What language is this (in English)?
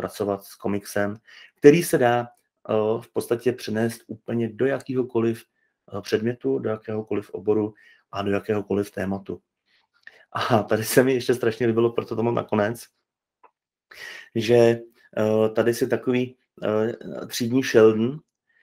Czech